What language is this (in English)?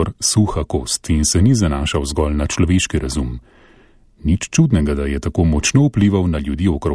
Slovenian